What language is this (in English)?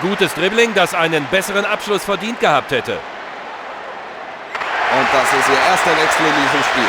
Bavarian